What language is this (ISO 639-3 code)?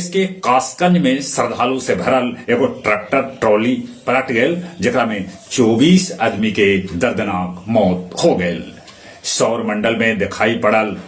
mag